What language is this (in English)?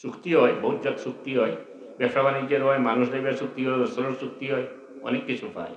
Sylheti